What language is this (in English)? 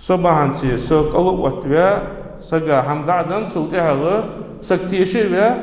Ingush